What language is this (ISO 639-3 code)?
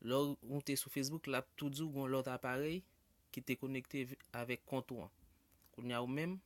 hat